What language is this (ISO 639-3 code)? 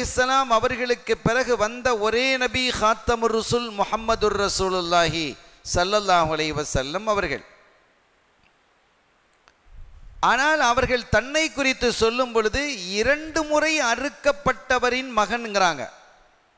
tam